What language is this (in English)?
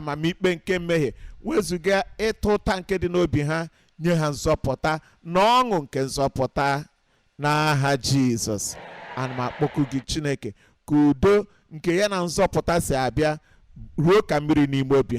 Igbo